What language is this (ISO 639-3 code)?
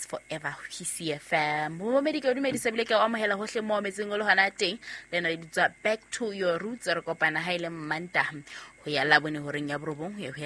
sot